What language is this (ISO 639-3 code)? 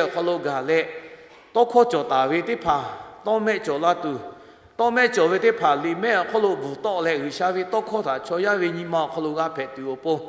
lhu